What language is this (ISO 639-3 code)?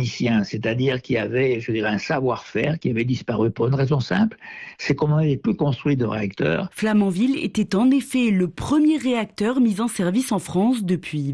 fra